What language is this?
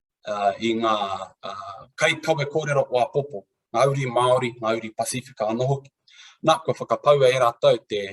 Māori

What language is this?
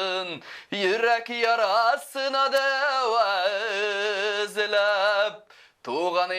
Tatar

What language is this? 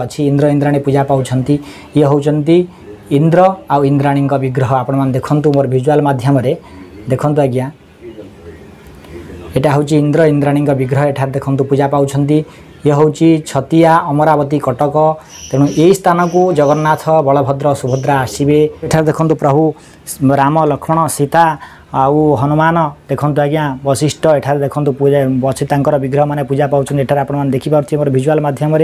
Odia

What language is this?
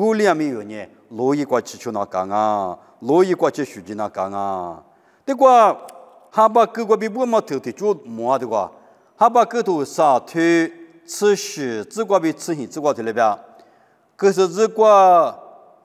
Lisu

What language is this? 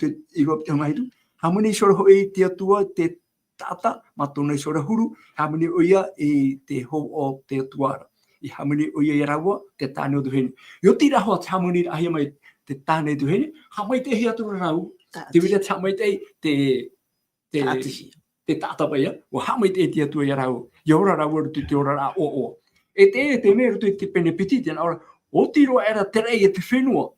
Tahitian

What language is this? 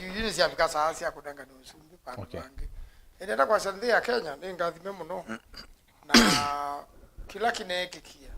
Kamba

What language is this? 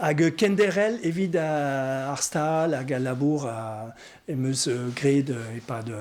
Breton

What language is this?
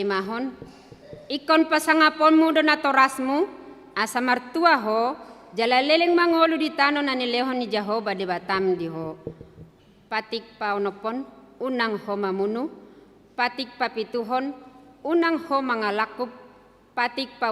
Batak Toba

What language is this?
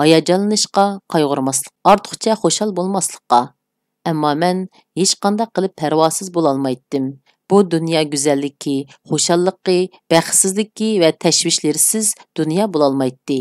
Uyghur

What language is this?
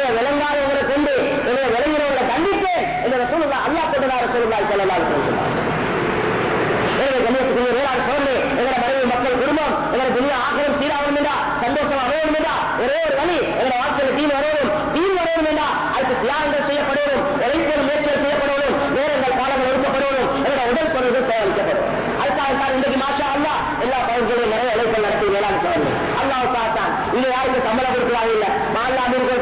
Tamil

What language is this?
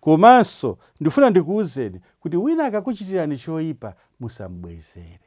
Nyanja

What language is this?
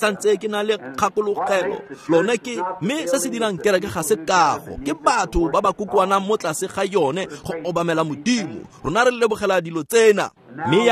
Tswana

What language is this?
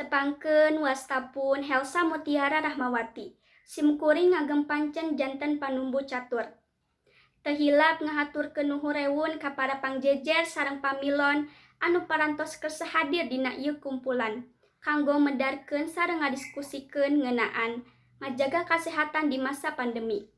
Sundanese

